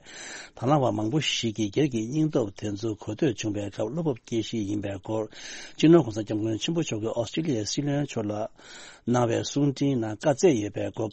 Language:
Tibetan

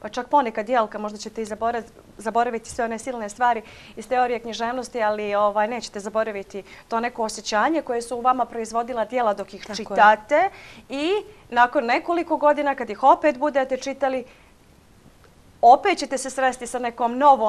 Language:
Bosnian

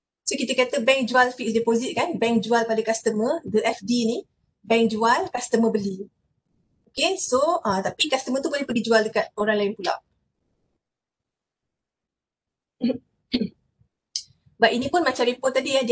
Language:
Malay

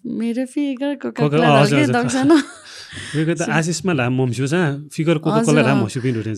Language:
Newari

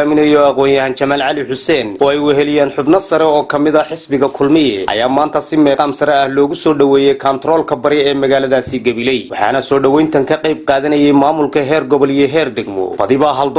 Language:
Somali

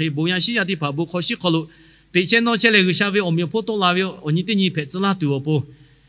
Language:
Lahu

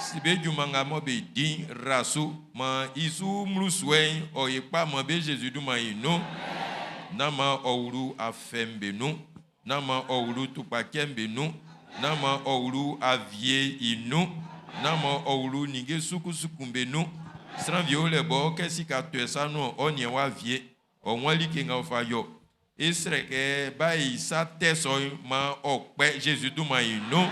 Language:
Baoulé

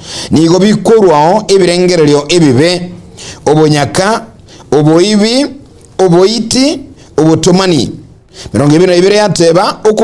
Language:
Gusii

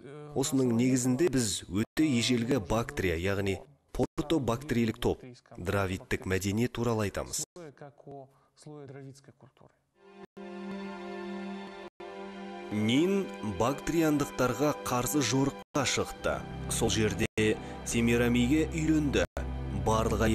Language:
Kazakh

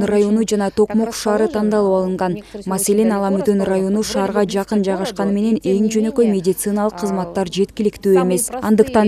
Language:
Kyrgyz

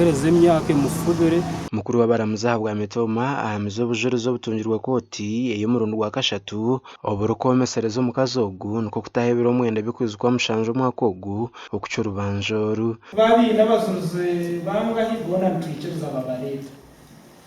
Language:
Nyankole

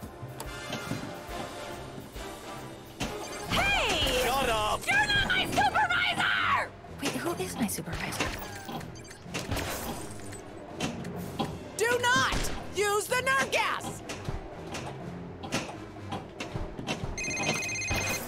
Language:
English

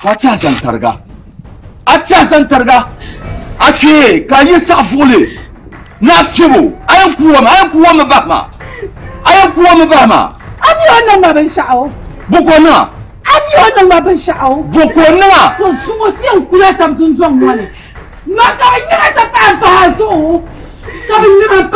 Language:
Dagbani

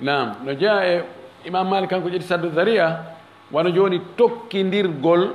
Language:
Fula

